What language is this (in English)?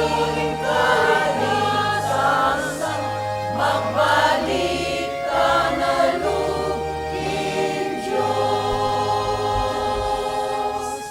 Pampanga